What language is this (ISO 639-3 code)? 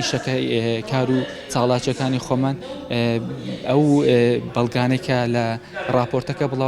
ckb